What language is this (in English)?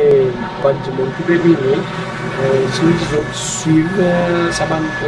Seselwa Creole French